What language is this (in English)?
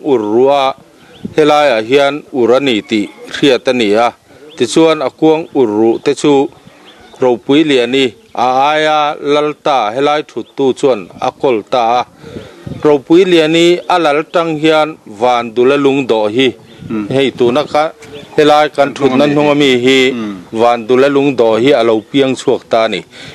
Mizo